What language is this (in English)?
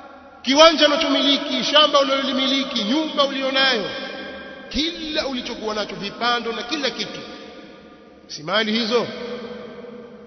Swahili